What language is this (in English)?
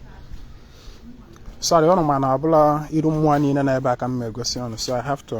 Igbo